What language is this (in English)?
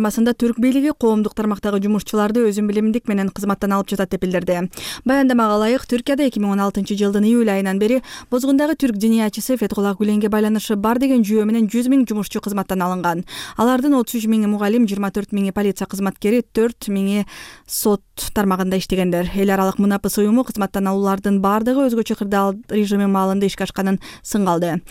Kyrgyz